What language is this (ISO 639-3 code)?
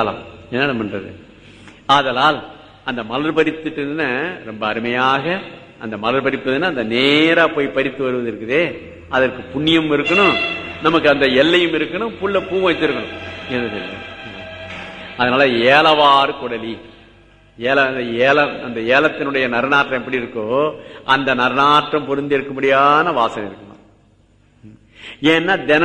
tam